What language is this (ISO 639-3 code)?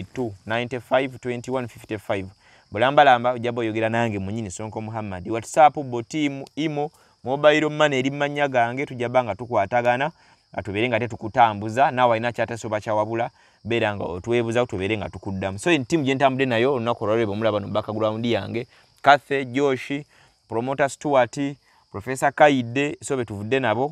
lug